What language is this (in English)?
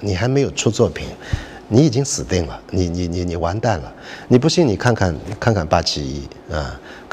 Chinese